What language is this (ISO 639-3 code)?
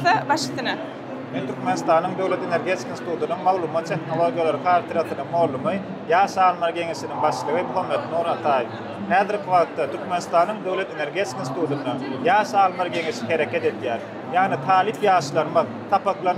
tuk